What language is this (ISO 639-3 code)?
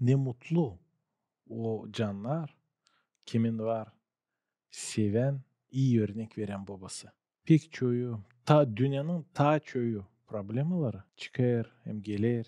gag